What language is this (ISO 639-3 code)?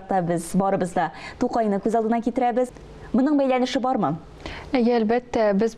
tat